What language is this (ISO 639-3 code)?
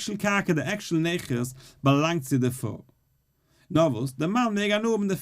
yid